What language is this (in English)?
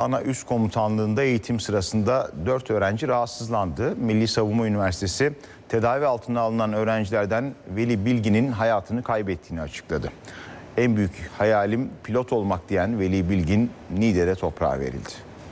Turkish